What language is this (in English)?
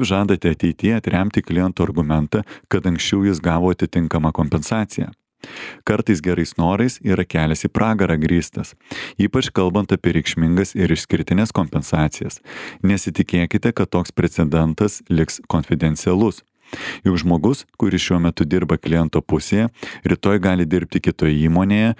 Lithuanian